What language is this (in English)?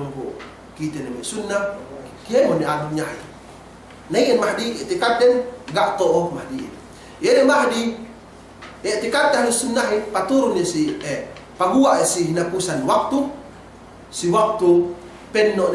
Yakan